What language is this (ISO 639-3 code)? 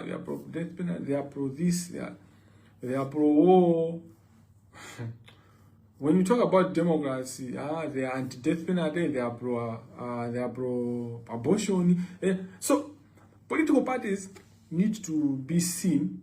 nya